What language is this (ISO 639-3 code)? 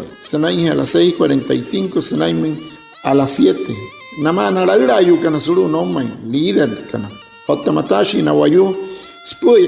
guc